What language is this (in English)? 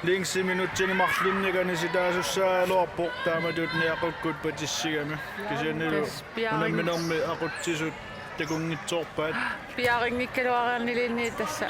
Kalaallisut